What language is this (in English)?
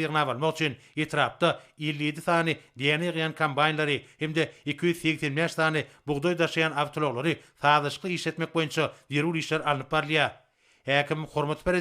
Turkmen